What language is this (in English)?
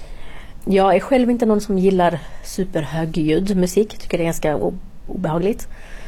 Swedish